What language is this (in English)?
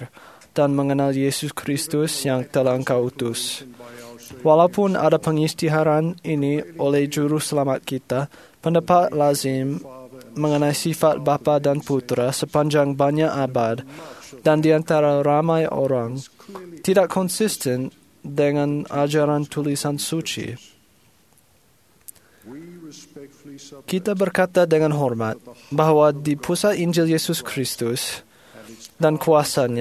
Malay